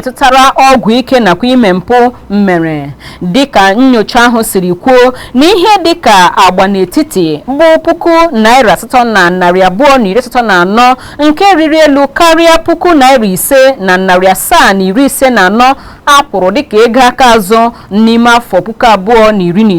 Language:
Igbo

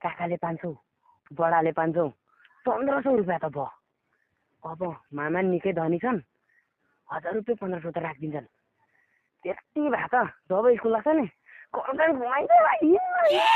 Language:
Nepali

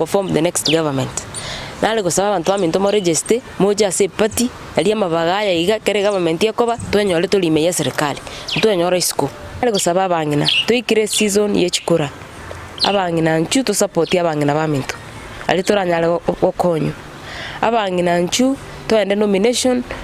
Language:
Gusii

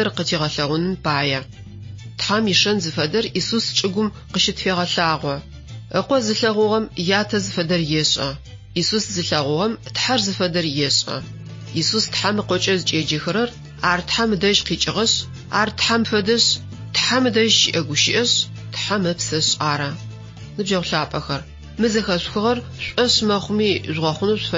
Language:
Adyghe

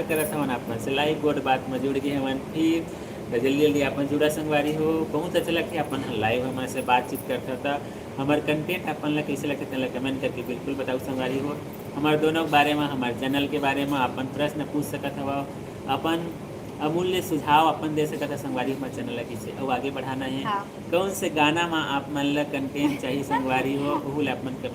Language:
Chhattisgarhi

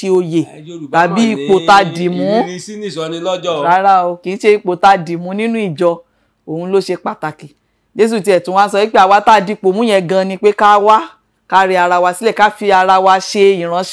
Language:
Yoruba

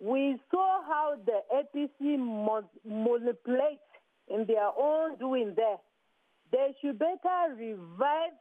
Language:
Nigerian Pidgin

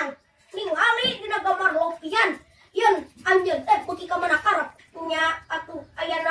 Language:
Sundanese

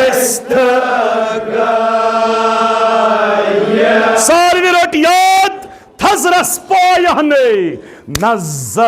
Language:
Kashmiri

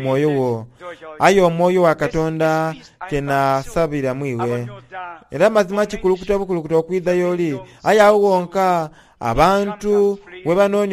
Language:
Soga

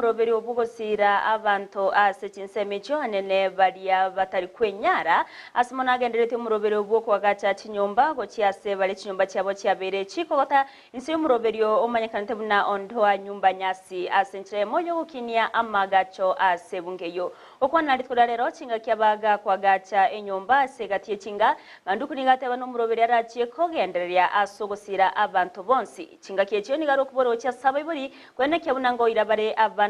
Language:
Gusii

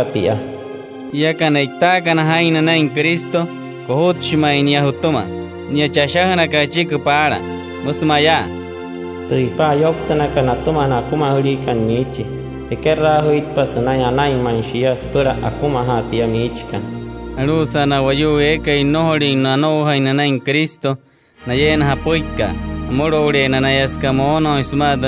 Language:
Wayuu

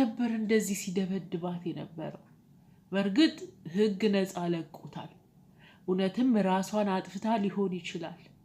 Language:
Amharic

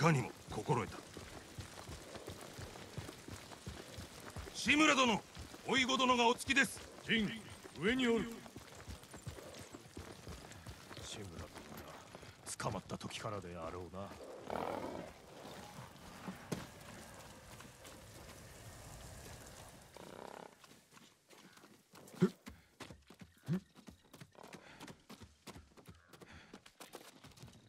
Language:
Japanese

